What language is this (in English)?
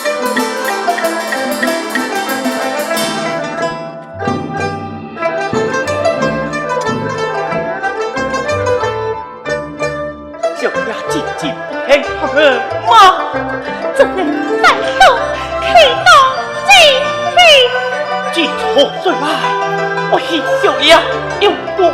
Pu-Xian Chinese